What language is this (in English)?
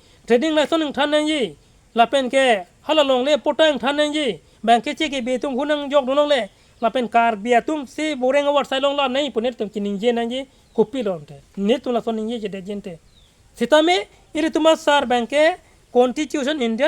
Karbi